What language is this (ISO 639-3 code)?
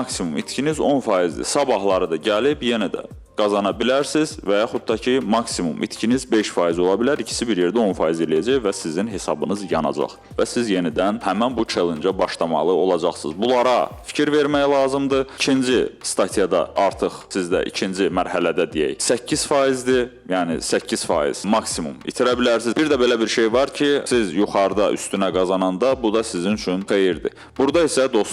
aze